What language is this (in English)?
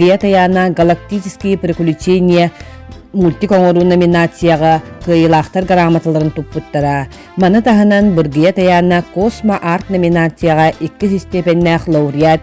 Yakut